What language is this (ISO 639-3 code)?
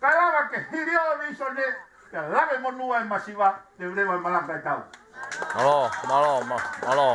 ton